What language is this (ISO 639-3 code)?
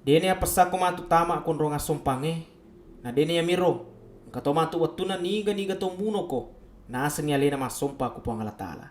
bug